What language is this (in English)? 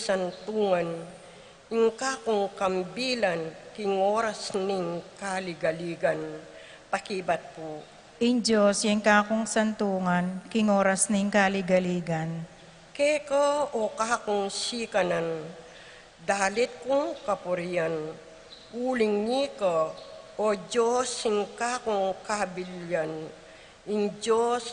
Pampanga